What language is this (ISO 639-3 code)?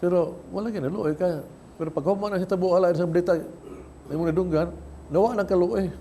ceb